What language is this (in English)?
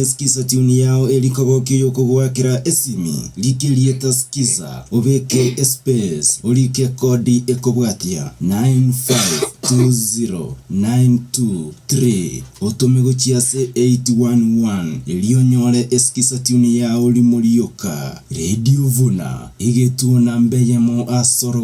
Gusii